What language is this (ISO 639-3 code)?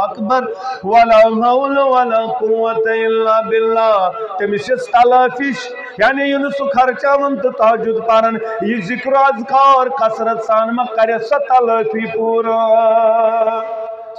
kas